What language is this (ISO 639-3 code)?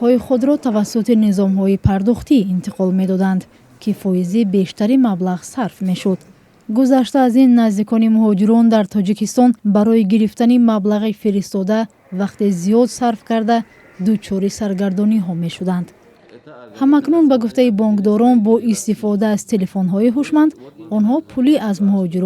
tgk